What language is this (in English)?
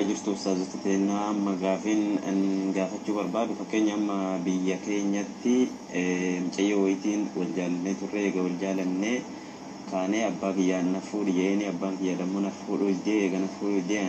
Oromo